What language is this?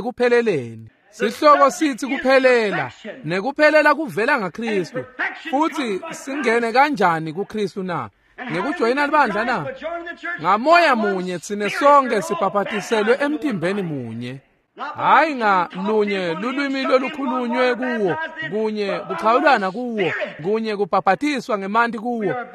Swati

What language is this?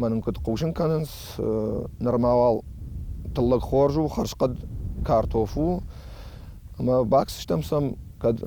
Ossetic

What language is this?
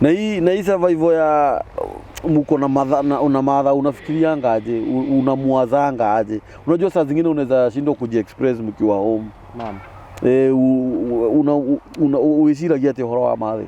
Kikuyu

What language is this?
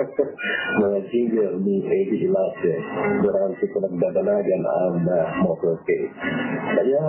Bikol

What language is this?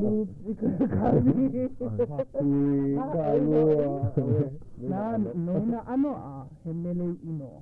Hawaiian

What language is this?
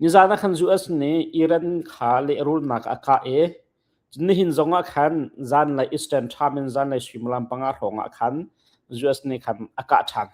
Hakha Chin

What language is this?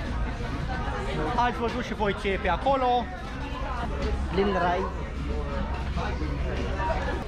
Romanian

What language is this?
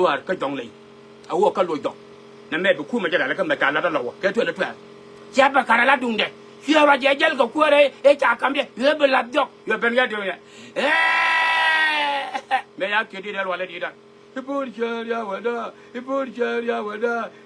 Nuer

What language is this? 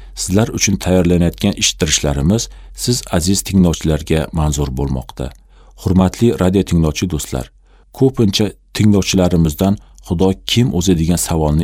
Uzbek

